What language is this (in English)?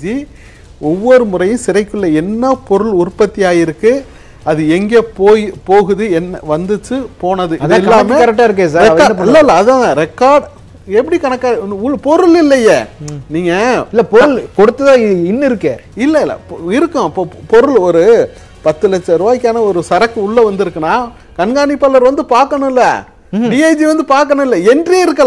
Tamil